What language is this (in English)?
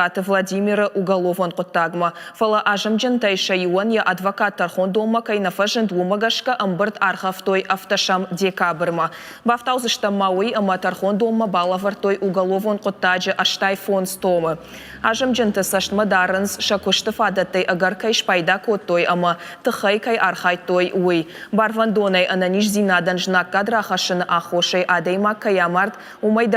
Ossetic